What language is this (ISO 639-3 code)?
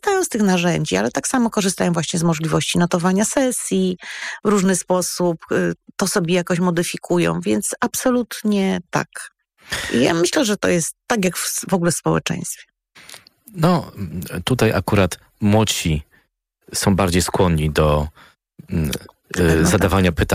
pol